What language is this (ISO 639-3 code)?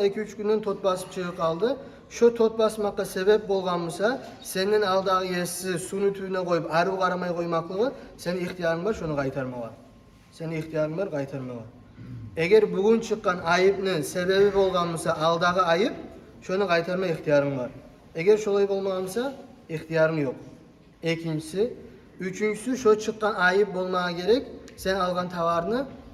kum